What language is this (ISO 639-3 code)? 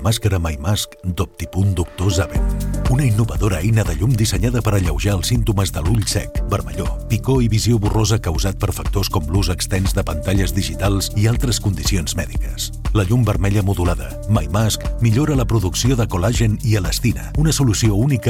cat